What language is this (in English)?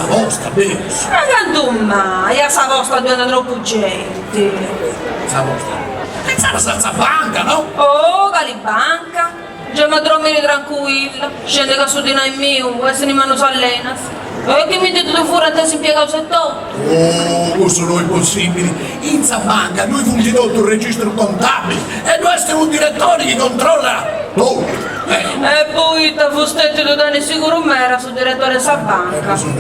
Sardinian